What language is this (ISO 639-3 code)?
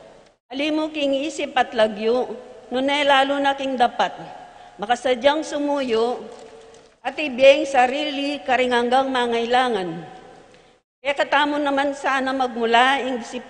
pam